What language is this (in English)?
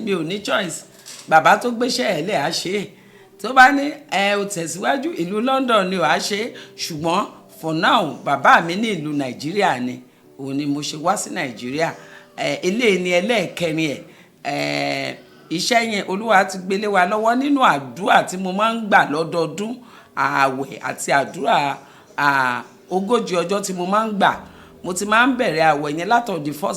Yoruba